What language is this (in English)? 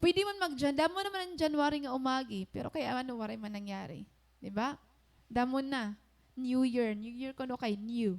Waray